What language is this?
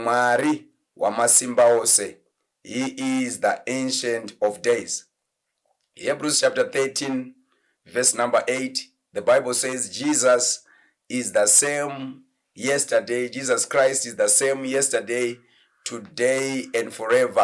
Shona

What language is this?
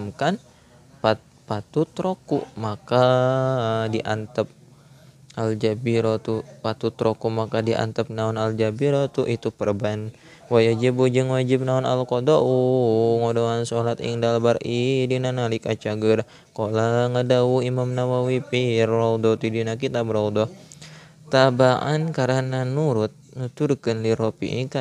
Sundanese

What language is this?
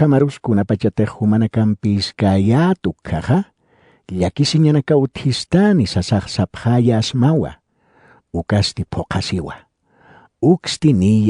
Aymara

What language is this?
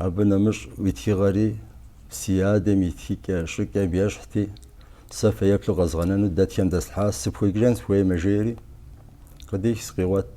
Kabardian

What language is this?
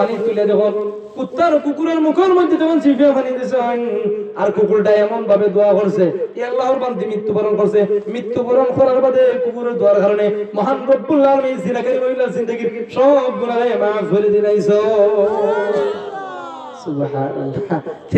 Sylheti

